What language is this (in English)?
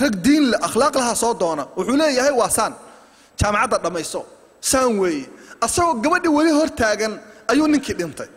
Somali